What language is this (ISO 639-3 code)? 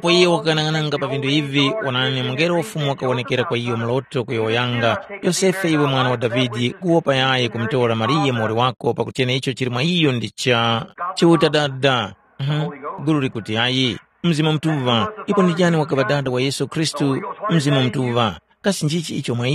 tum